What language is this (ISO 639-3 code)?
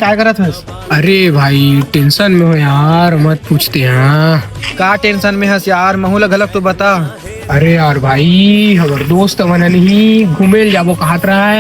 hne